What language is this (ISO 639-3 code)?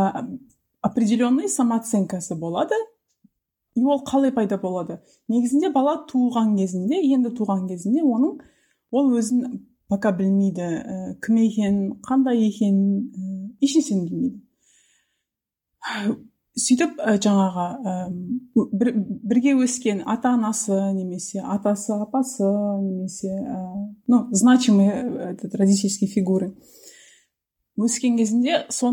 kaz